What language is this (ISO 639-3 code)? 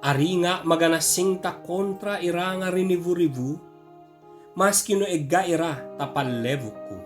ibg